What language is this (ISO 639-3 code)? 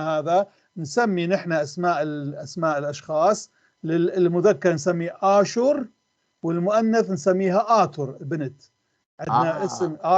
apc